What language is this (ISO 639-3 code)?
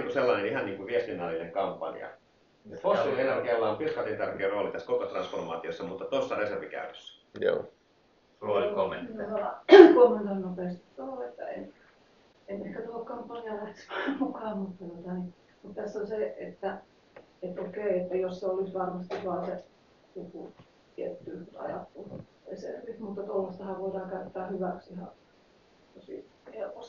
fin